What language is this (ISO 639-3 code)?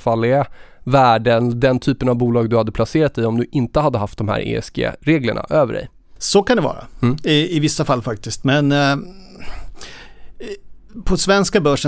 swe